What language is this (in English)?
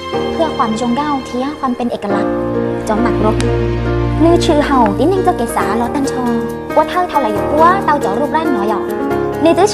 Hmong